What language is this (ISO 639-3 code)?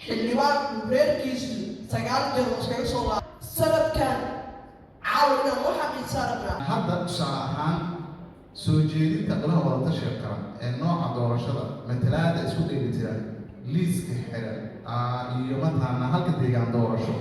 som